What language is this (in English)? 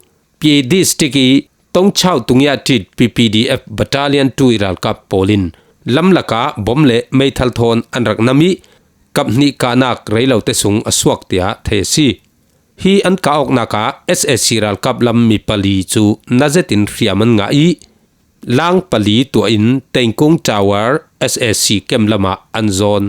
Falam Chin